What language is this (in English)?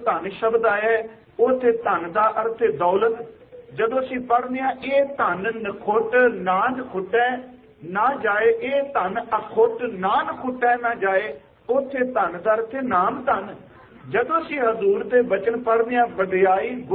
Punjabi